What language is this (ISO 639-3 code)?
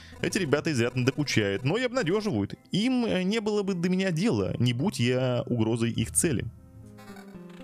rus